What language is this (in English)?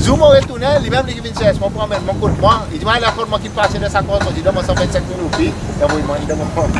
Seselwa Creole French